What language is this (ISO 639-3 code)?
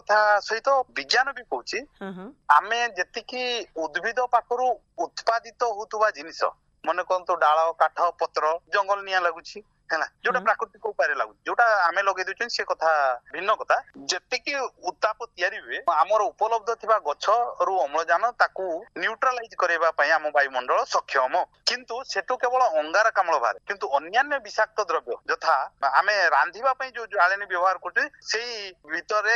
ori